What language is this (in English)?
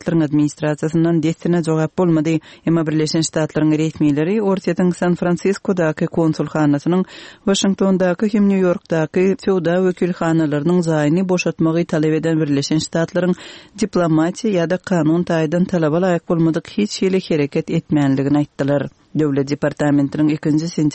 Turkmen